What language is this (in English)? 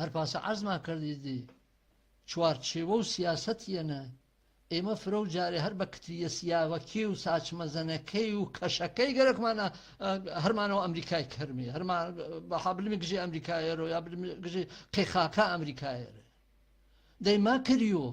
Gurani